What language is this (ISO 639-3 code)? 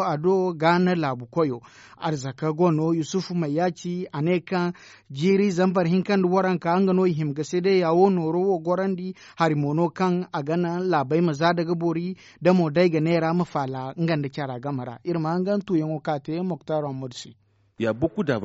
dje